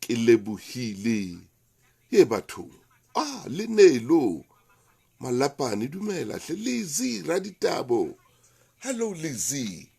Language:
Southern Sotho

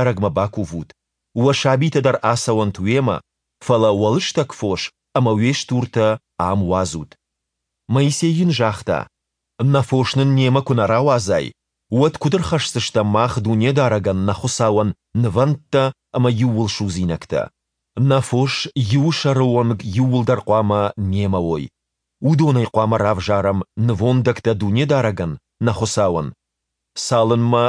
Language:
Ossetic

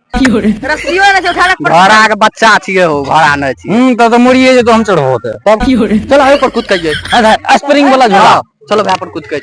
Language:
Maithili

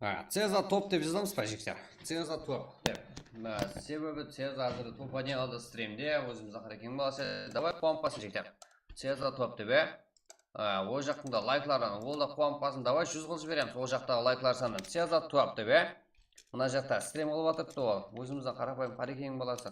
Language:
Kara-Kalpak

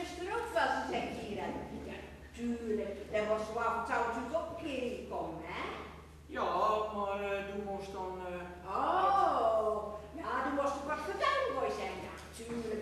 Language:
Gronings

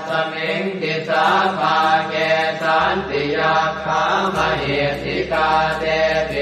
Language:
Pali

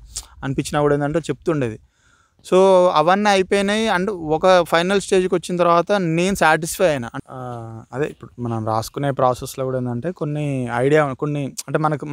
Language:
Telugu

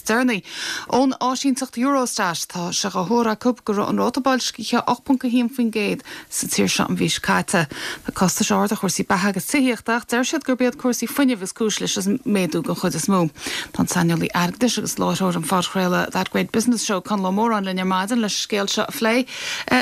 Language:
Irish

